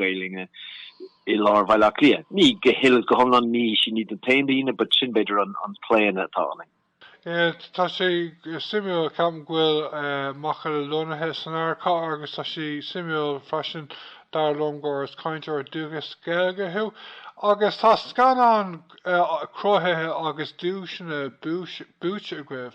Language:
Irish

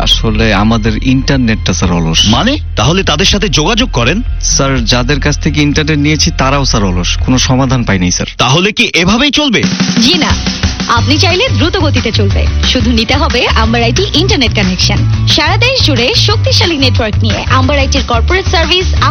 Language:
Bangla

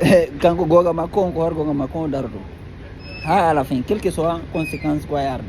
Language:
Fula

